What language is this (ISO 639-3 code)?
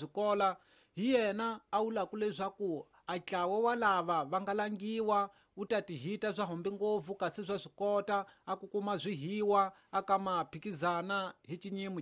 tso